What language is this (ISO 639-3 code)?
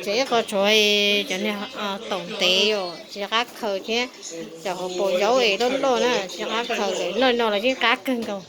hmn